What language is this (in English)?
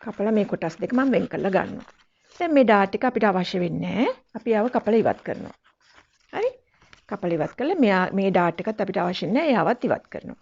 Sinhala